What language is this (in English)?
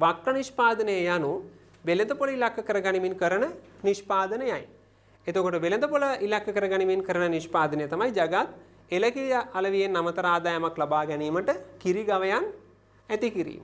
Sinhala